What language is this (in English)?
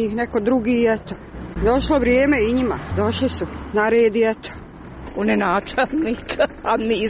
Croatian